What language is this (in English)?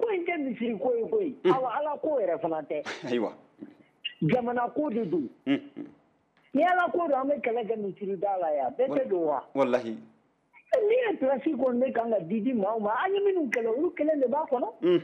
Bambara